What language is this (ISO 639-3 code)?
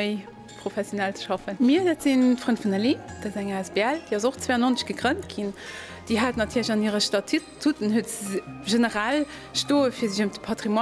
ltz